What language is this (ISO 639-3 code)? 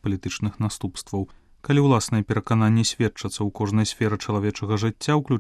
bel